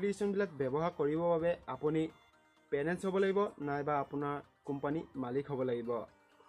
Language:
Assamese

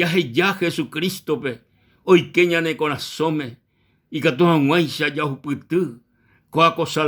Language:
Guarani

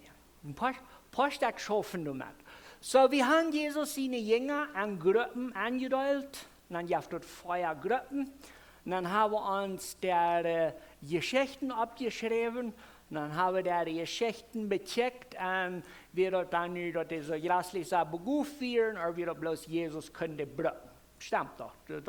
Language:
Plautdietsch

